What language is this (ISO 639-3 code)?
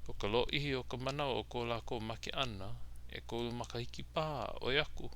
haw